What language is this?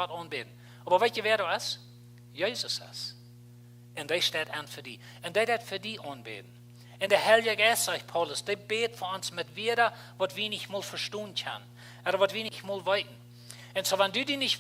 Plautdietsch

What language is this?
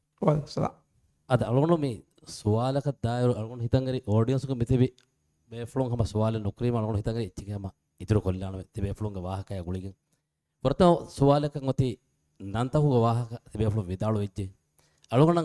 Divehi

